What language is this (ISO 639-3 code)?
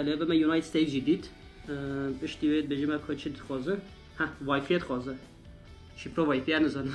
kur